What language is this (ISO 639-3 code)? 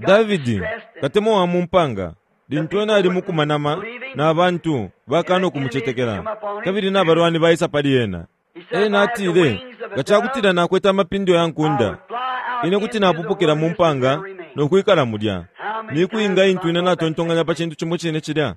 bem